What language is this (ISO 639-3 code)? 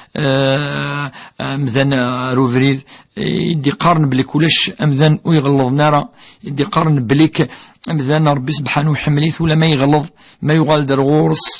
kab